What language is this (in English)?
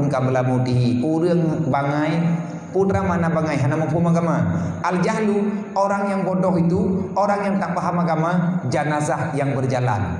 Achinese